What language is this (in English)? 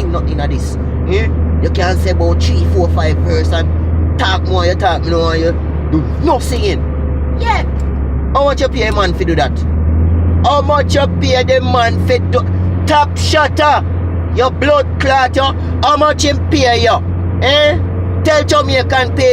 Jamaican Creole English